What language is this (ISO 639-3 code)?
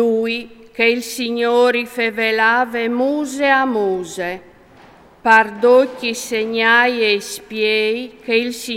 fur